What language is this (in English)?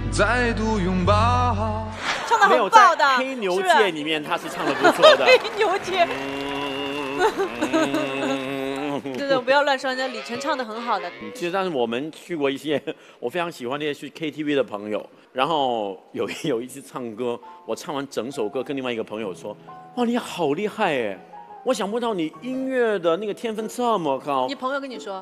Chinese